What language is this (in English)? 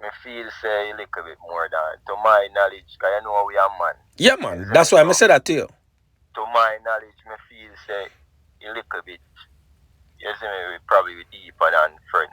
Jamaican Creole English